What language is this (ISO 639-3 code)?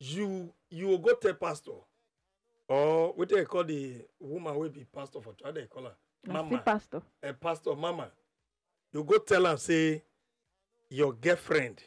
pcm